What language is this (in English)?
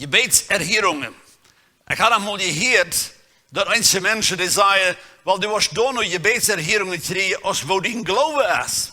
Plautdietsch